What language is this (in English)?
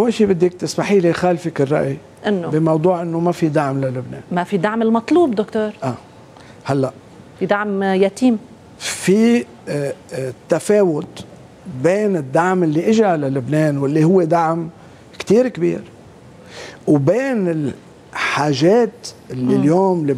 North Levantine Arabic